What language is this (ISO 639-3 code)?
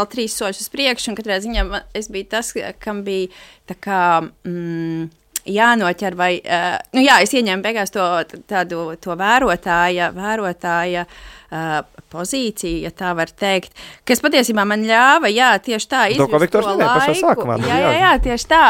lav